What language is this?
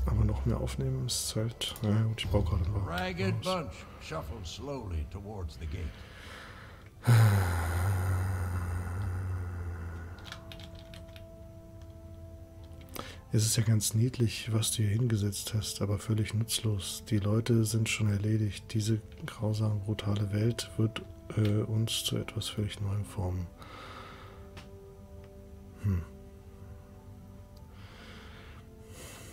German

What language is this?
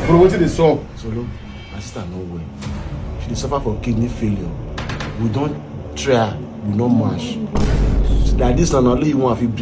Nigerian Pidgin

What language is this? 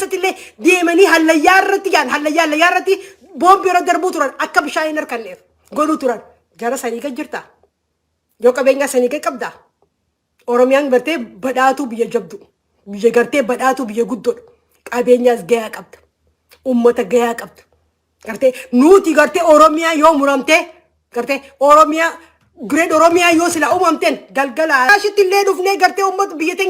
Oromo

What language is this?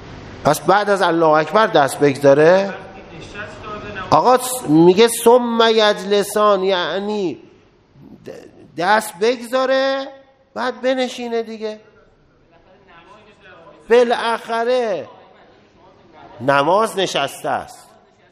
Persian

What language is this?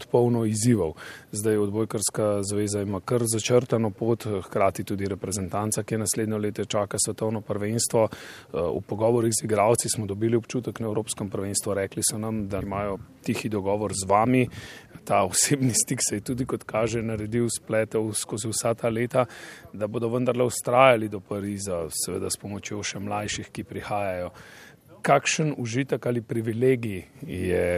Slovenian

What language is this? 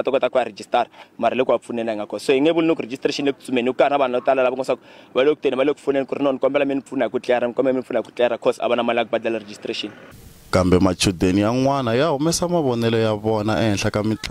Tsonga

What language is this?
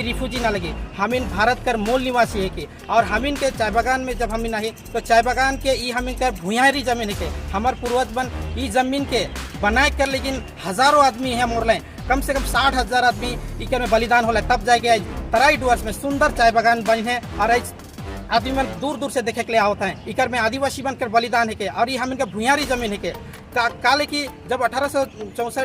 Sadri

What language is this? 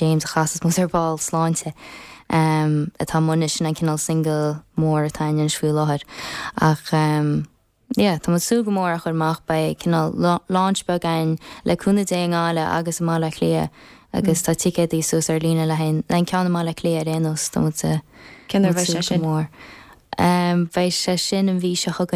Irish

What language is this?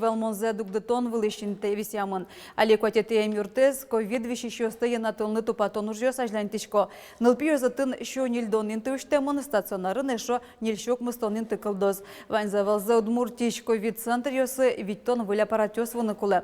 Udmurt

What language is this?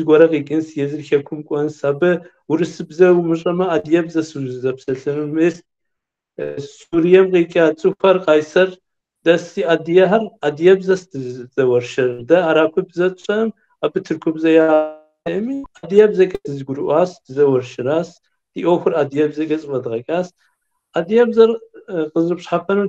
Kabardian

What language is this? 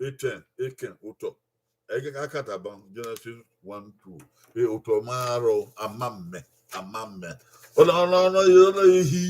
Bini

